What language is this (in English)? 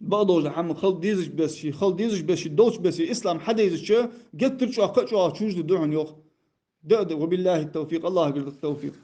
Ingush